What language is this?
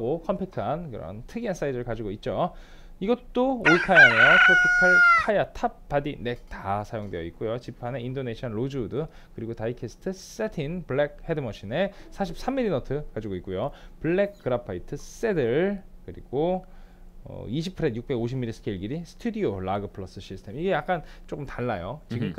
Korean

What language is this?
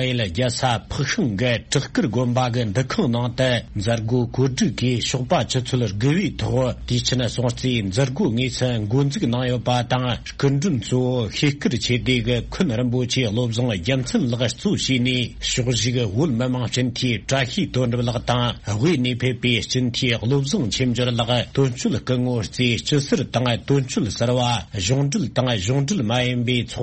Tibetan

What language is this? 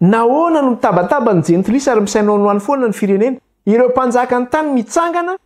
Malagasy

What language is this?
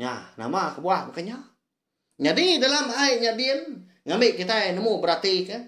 Iban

